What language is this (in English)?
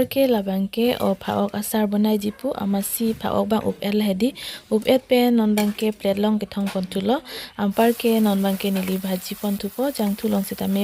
Karbi